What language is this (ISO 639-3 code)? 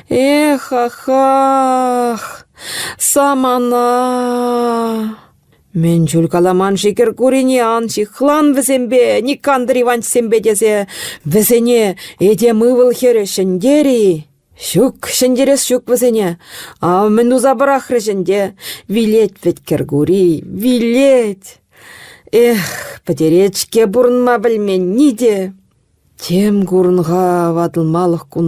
chv